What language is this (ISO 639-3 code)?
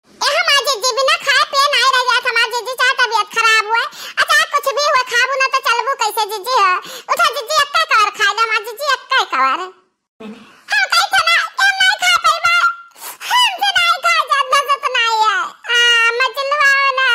awa